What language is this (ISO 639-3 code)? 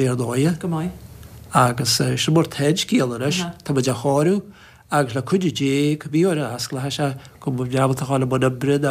gle